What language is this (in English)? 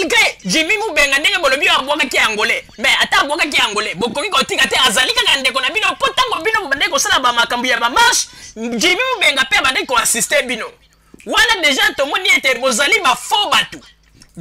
Lingala